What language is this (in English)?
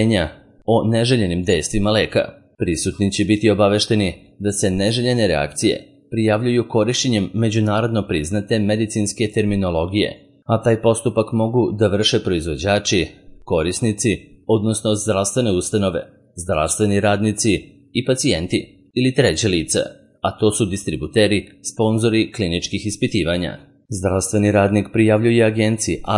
Serbian